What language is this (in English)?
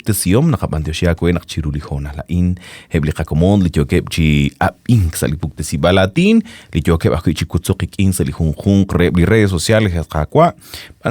Kekchí